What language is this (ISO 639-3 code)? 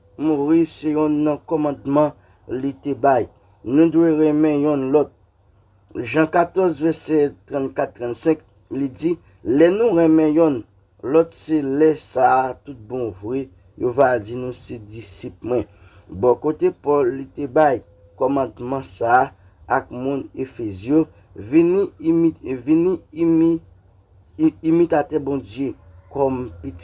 hat